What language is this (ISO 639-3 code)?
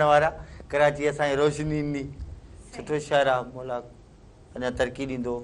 snd